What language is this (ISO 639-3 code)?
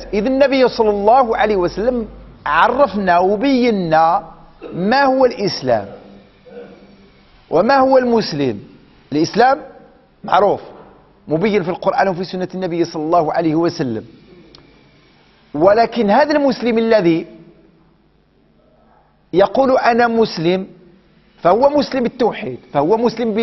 ara